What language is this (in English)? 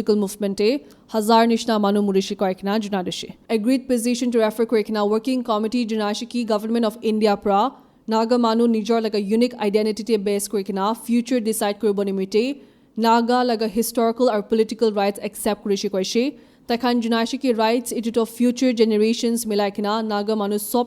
Naga Pidgin